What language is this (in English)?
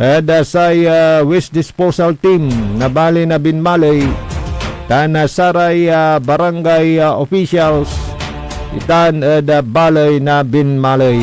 Pangasinan